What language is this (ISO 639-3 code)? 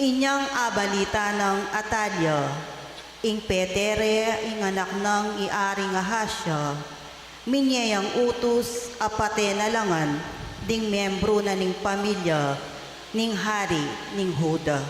pam